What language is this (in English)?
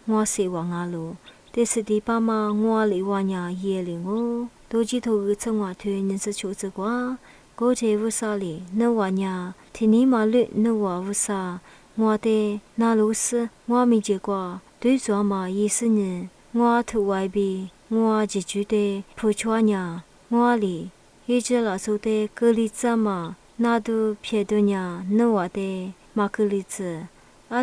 Lisu